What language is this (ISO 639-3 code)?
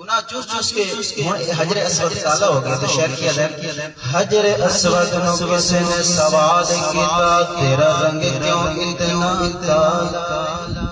skr